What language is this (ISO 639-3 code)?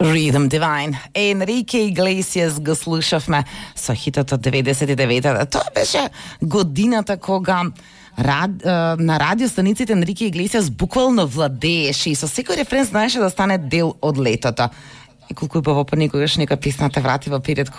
mkd